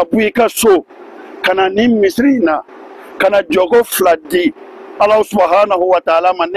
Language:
Bambara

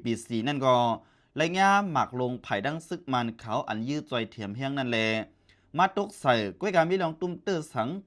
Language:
Shan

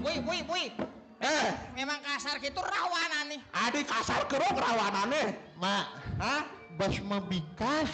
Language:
Balinese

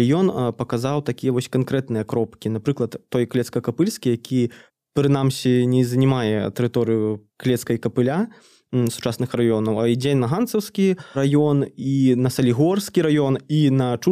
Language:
Belarusian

